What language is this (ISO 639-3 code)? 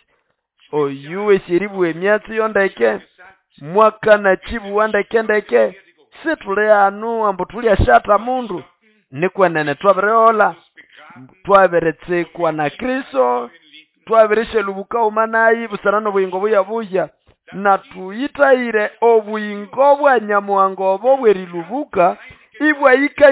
nnb